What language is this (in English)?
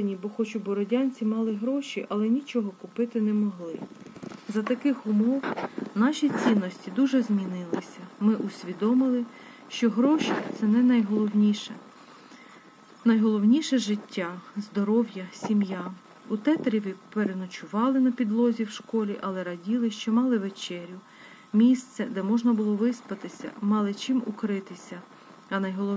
Ukrainian